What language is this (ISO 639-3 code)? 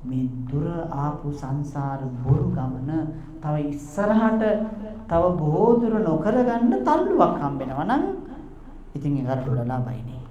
sin